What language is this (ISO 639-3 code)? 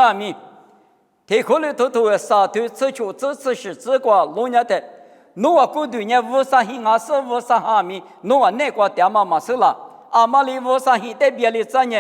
lis